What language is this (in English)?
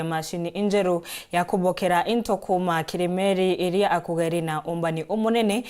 Meru